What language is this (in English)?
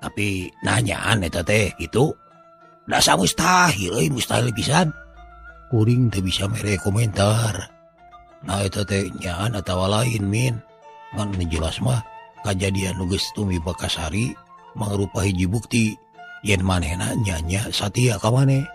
Sundanese